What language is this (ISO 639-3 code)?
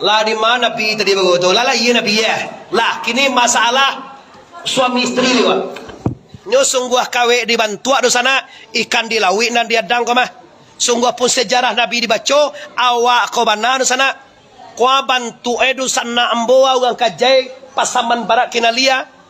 min